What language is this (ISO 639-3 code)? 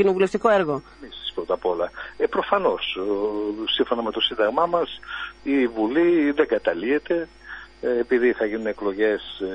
ell